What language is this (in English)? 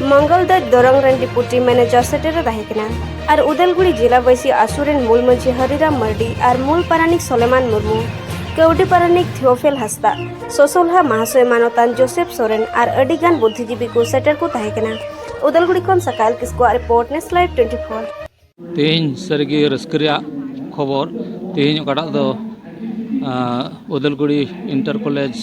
Santali